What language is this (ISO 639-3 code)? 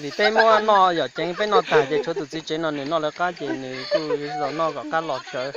hmn